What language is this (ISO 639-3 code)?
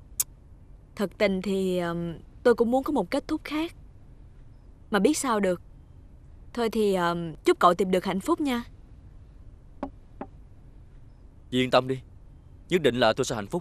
vie